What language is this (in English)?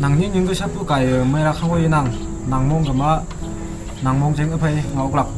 Konyak Naga